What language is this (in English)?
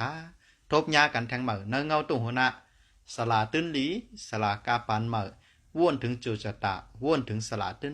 Shan